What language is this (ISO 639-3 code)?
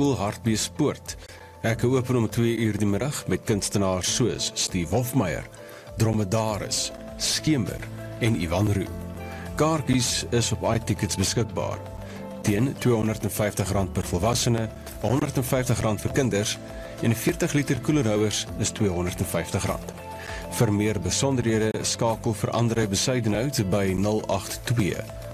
afr